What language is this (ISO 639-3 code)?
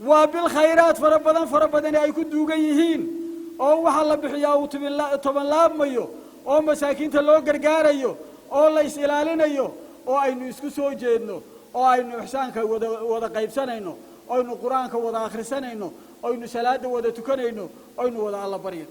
som